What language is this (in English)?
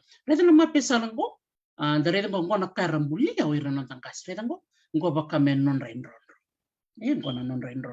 Fijian